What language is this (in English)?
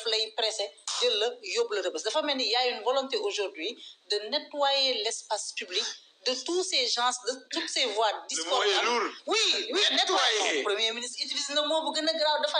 Wolof